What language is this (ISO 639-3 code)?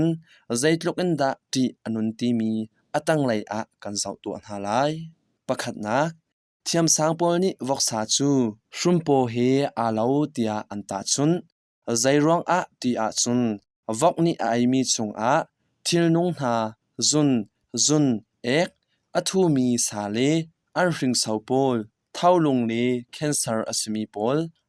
cnh